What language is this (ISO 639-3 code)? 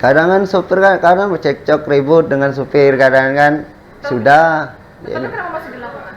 mui